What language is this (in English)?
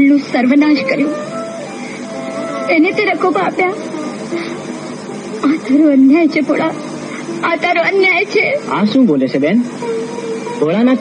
Gujarati